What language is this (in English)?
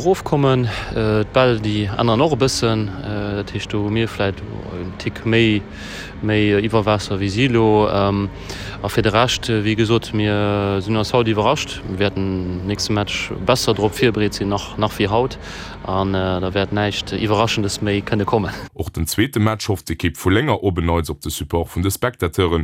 Luxembourgish